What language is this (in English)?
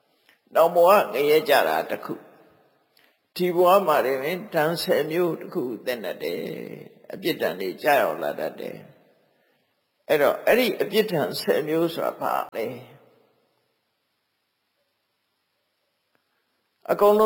Burmese